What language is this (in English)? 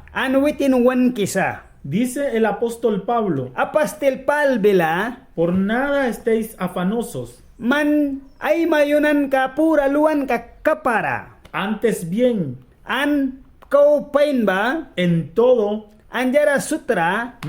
Mískito